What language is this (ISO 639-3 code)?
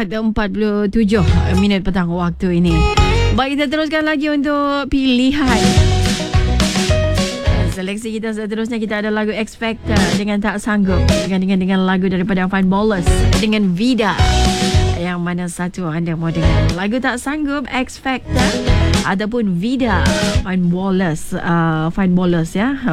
msa